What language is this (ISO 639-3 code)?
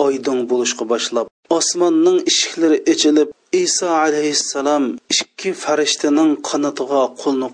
uig